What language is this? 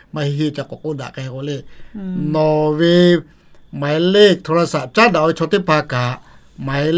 Lahu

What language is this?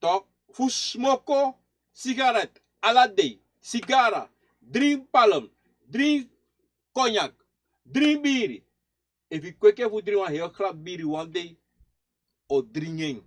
Sranan Tongo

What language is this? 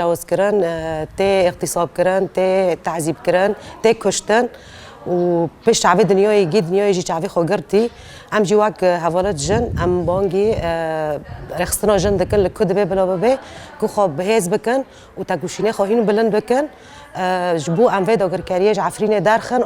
Kurdish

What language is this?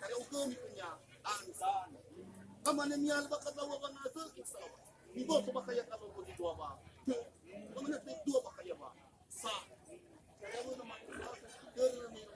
Nias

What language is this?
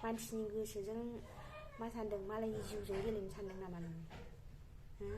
Bodo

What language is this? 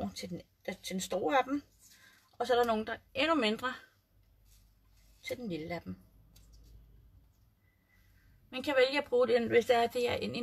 Danish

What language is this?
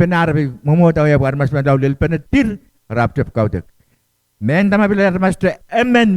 Pohnpeian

